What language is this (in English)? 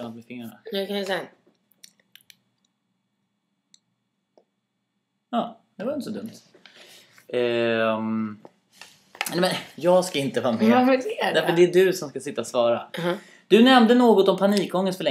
Swedish